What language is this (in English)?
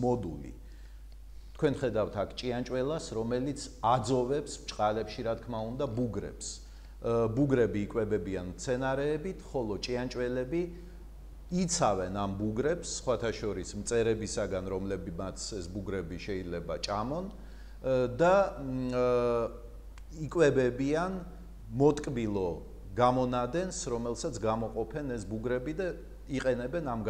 Georgian